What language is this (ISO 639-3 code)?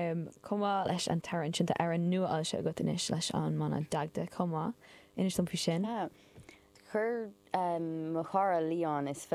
gle